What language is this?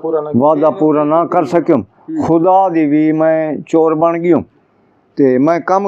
Saraiki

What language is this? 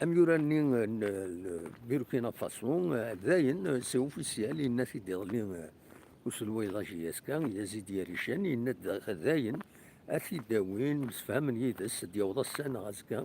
Kabyle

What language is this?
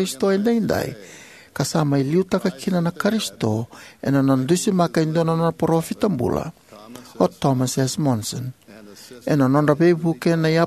Fijian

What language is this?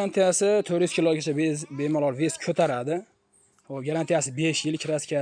Uzbek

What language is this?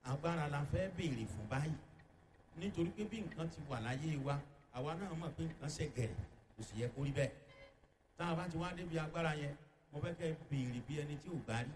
Yoruba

